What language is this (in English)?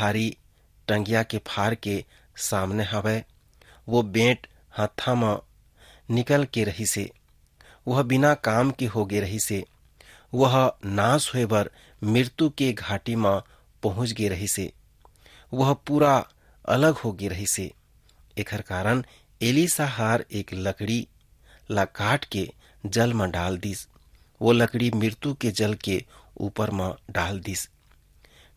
Chhattisgarhi